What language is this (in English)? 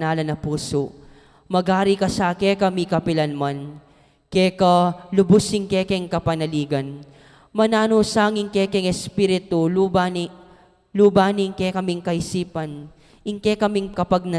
Pampanga